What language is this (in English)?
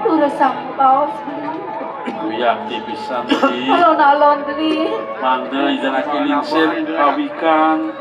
Balinese